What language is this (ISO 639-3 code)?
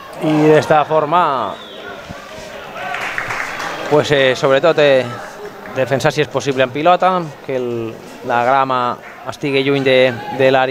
cat